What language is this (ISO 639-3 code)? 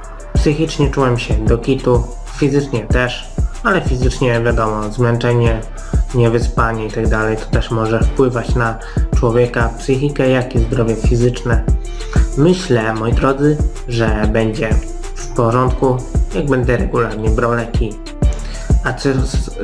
pol